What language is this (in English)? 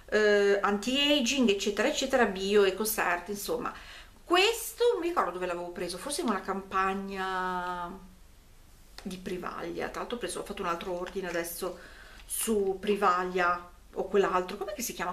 Italian